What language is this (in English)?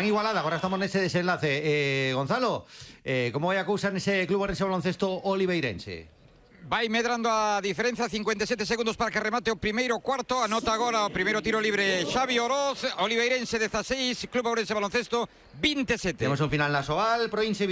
Galician